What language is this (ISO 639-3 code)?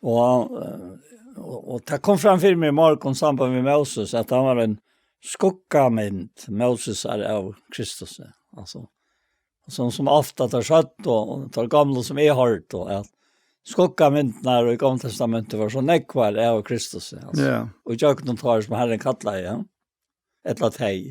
fao